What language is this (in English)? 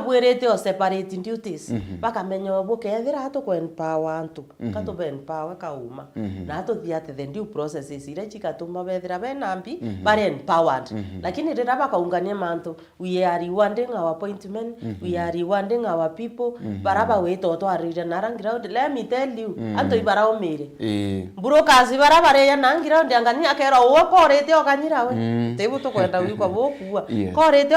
Meru